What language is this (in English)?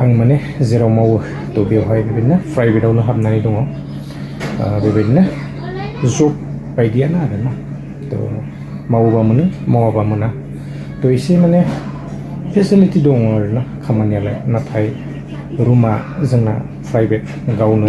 Bodo